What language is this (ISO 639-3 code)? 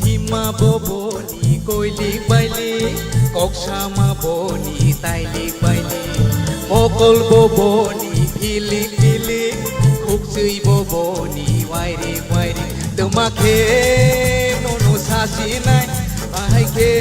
trp